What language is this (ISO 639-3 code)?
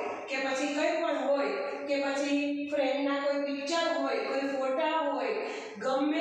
guj